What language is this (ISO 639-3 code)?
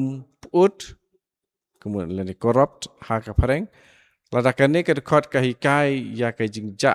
kha